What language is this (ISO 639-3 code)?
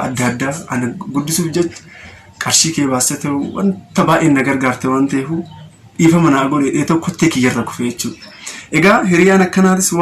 orm